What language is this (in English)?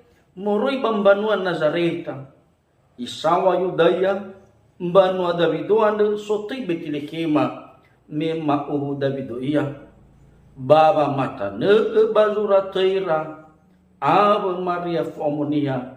Nias